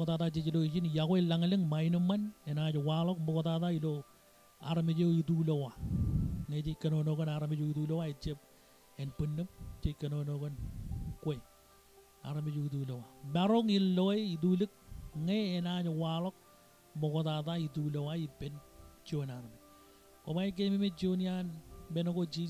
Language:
Marshallese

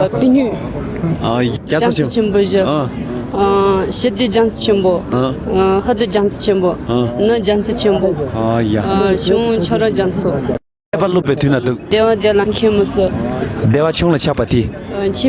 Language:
Tibetan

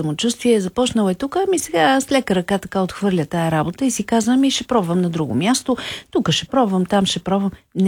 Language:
Bulgarian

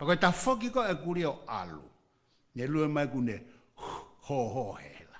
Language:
Tongan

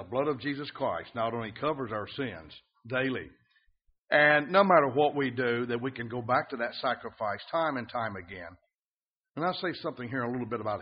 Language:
English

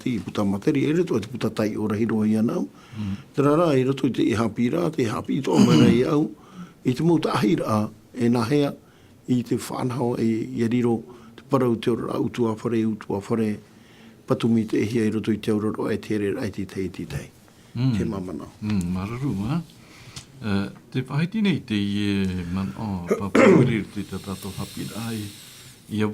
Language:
Tahitian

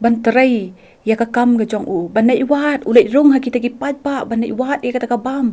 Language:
Khasi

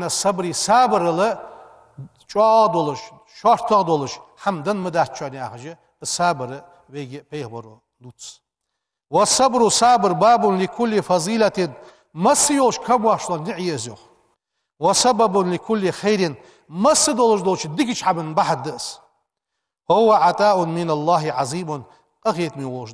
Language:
Ingush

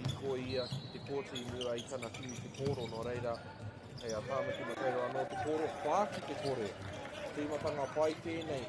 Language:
Māori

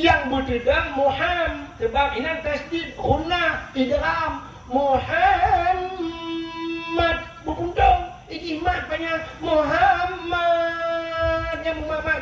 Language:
Achinese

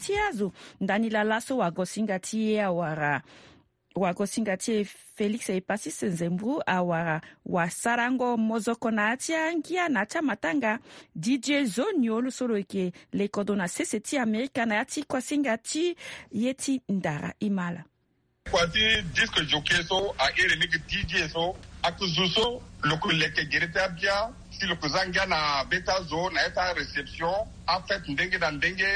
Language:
Sango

